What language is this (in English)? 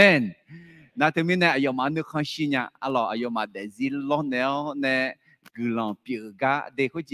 Akha